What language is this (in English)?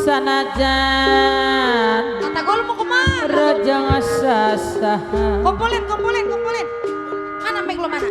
Betawi